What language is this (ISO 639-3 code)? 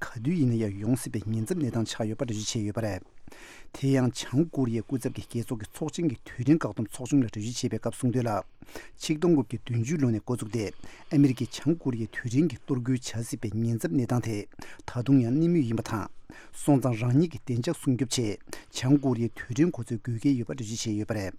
bod